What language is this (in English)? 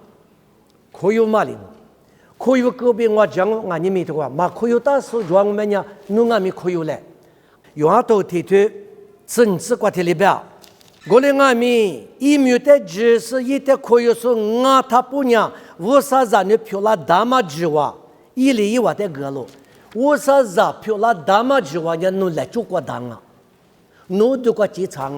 Lisu